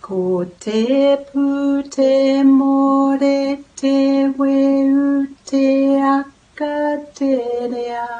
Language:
Māori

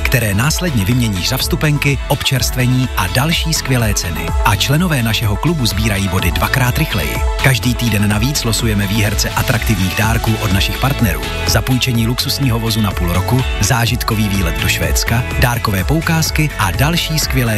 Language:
Czech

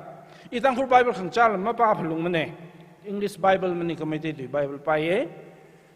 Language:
Tangkhul Naga (India)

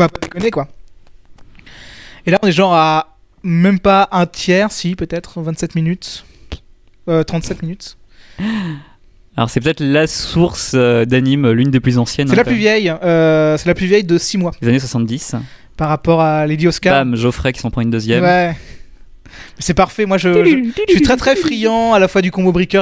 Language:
French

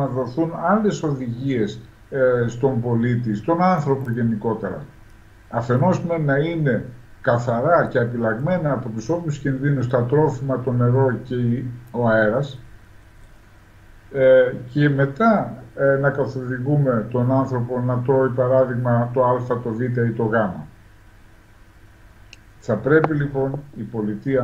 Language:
Greek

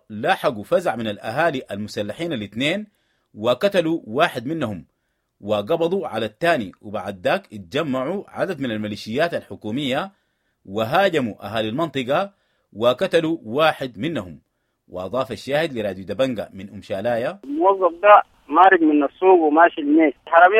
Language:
Sudanese Arabic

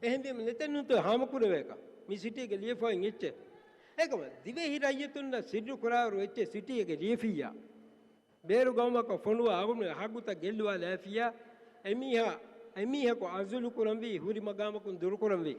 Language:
Divehi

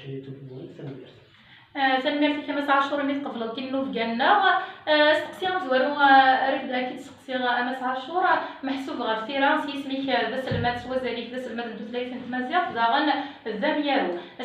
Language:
Kabyle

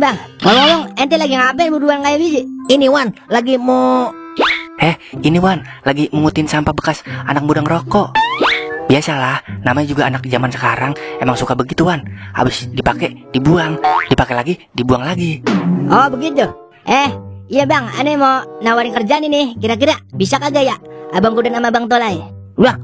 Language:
Betawi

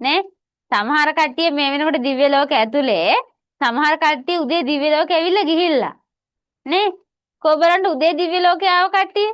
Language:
Sinhala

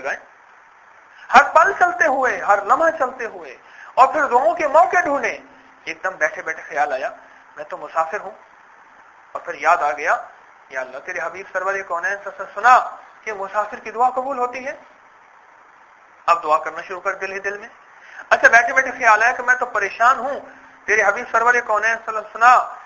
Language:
Urdu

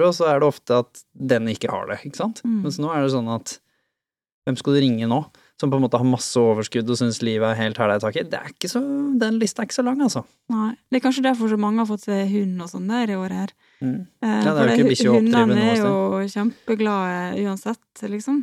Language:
Norwegian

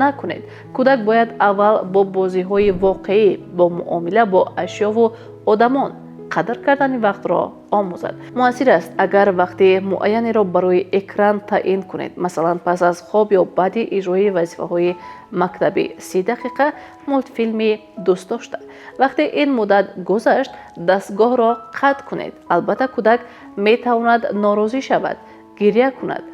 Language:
Tajik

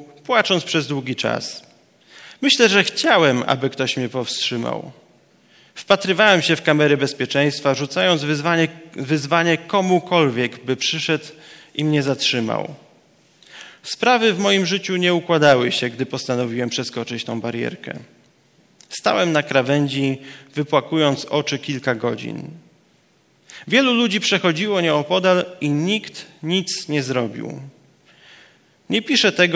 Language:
Polish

